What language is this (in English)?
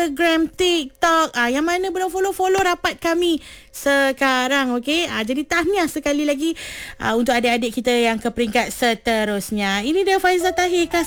Malay